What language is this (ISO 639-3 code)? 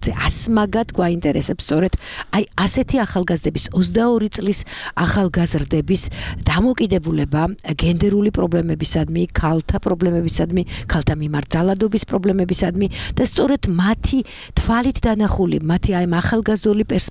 kat